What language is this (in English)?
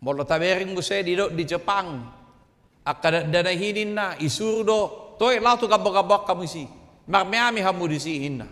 Batak Toba